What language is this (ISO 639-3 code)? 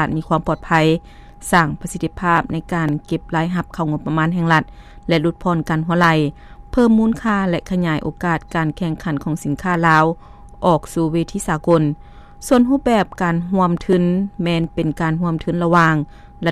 lao